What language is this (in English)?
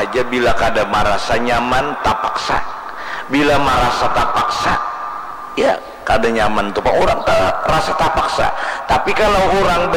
Banjar